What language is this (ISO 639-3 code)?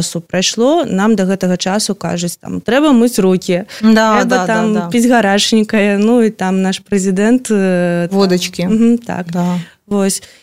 bel